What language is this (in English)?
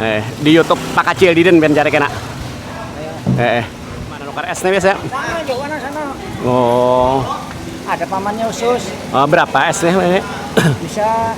Banjar